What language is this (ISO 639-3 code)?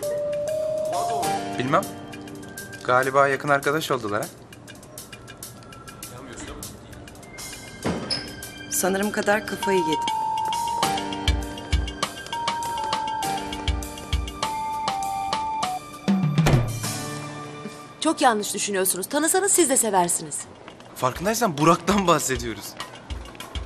tur